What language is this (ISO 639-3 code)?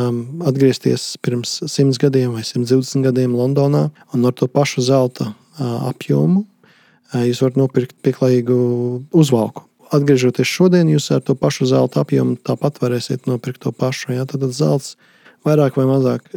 lav